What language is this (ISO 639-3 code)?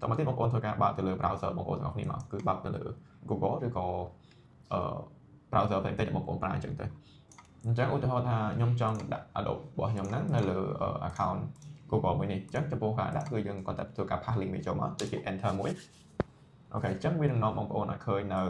khm